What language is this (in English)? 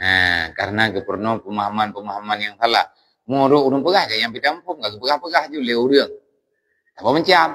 Achinese